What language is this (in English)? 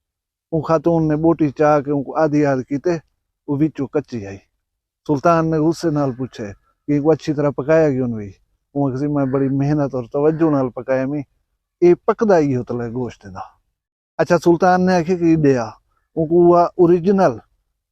Saraiki